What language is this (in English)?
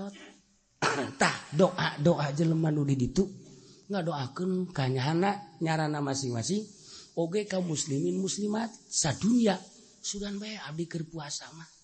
Sundanese